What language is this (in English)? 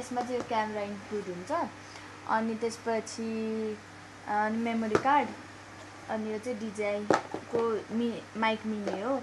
Nepali